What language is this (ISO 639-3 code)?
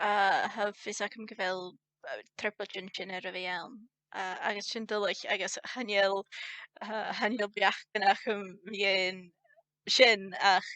gla